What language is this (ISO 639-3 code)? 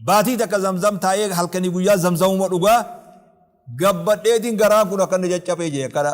orm